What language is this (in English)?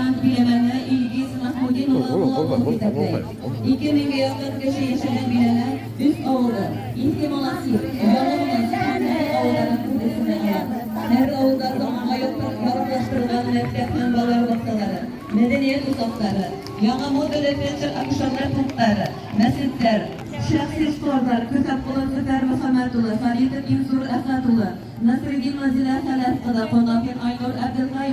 Bashkir